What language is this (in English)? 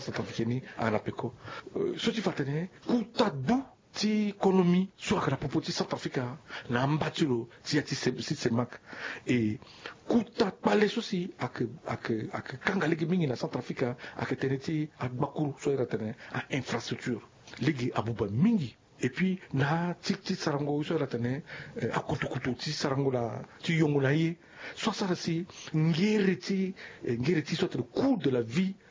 Sango